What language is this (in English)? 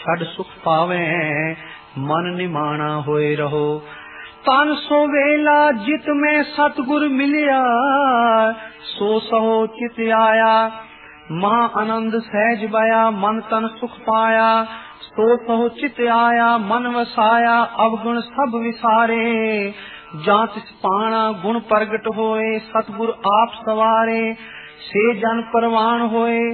Punjabi